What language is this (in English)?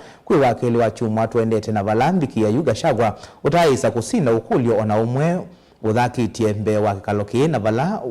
Kamba